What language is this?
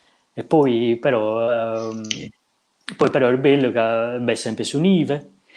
Sardinian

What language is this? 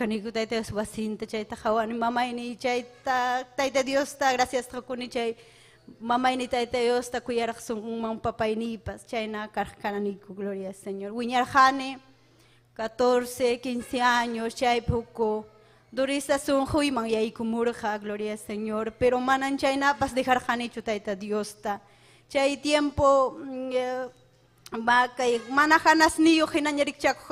Ayacucho Quechua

